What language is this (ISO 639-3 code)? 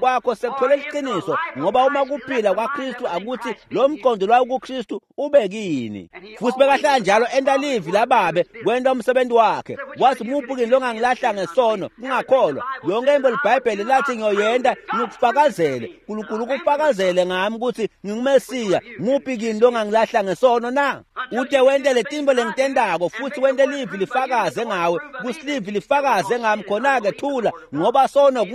ssw